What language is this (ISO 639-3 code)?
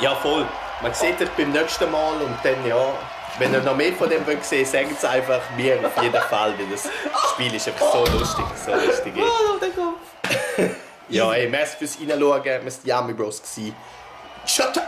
gsw